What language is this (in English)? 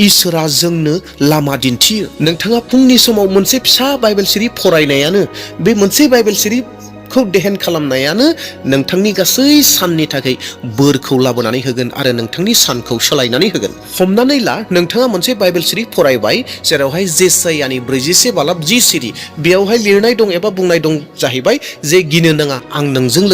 Bodo